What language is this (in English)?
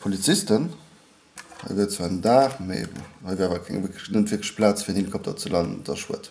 Luxembourgish